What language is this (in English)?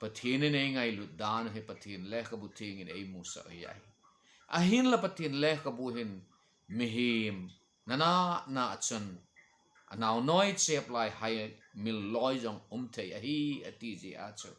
Thado Chin